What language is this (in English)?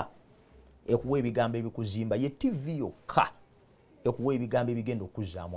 Ganda